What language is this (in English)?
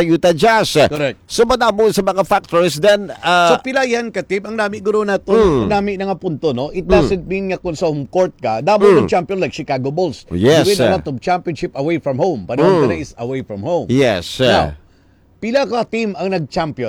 Hiligaynon